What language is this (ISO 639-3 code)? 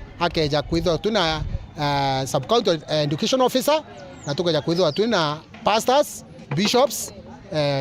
mer